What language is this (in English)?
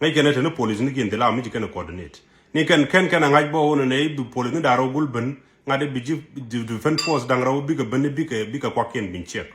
Nuer